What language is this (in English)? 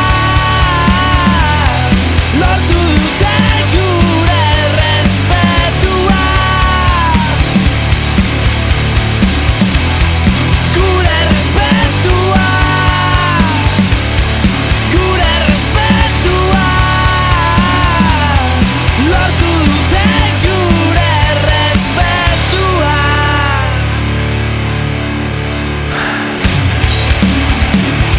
Basque